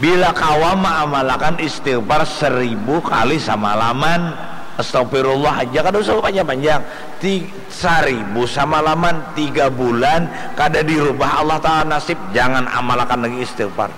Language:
Banjar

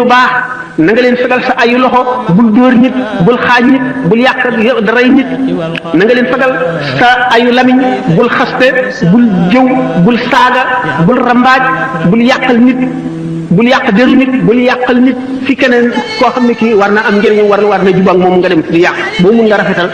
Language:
Wolof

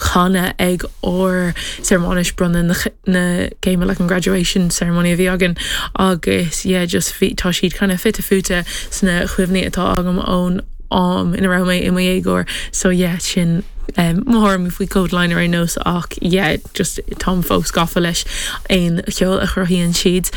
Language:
Irish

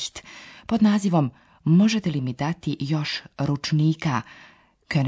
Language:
Slovenian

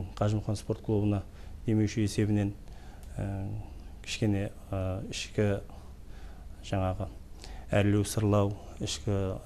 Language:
Kazakh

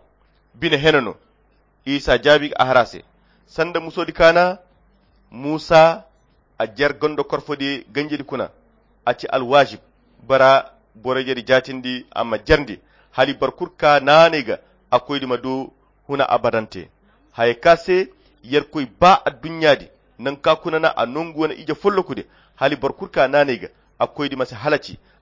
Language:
Koyra Chiini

